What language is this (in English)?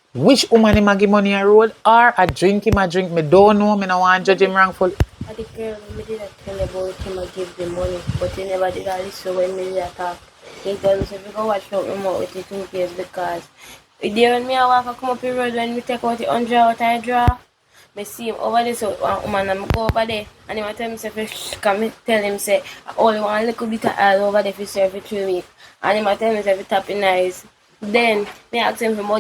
Jamaican Creole English